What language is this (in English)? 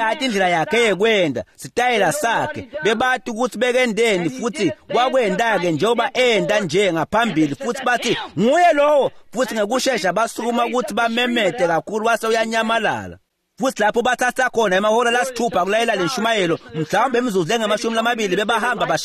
Swati